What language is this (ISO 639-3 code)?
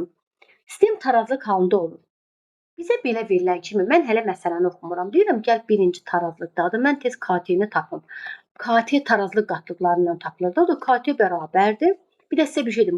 aze